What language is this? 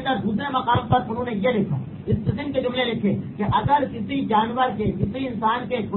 Urdu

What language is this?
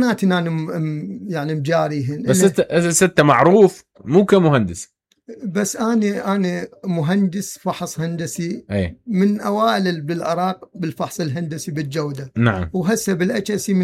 Mesopotamian Arabic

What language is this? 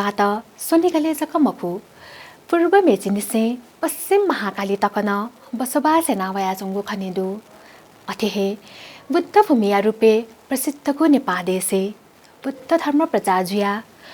Newari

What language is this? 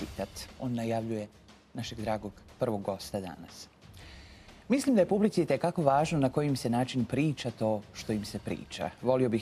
Croatian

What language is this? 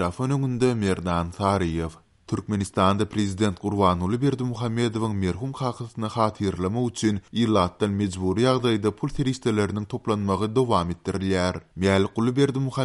Turkmen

